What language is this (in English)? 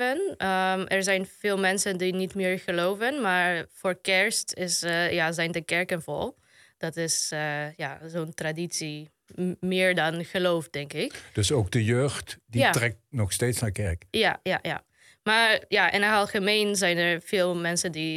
Dutch